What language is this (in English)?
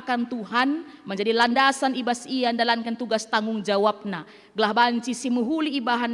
Batak Karo